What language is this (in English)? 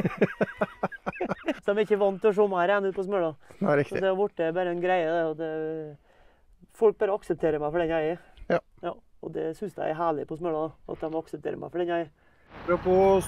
Norwegian